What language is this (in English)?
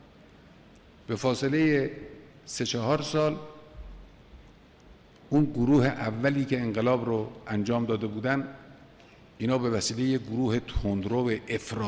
Persian